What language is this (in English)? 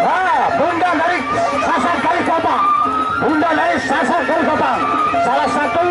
Sasak